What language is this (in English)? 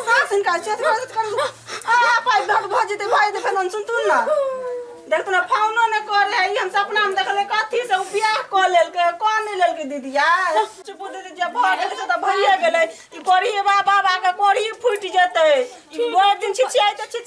Maithili